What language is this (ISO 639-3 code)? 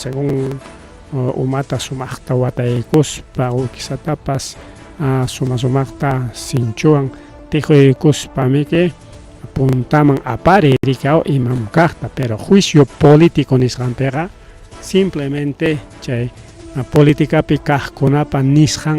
quy